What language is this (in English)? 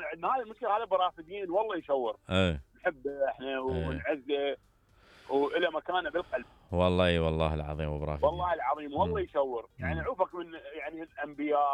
Mesopotamian Arabic